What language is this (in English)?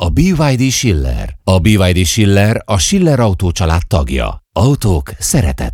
Hungarian